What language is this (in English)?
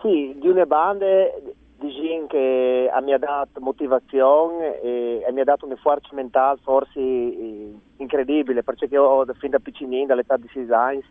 Friulian